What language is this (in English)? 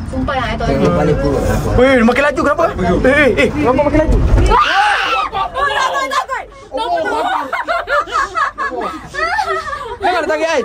Malay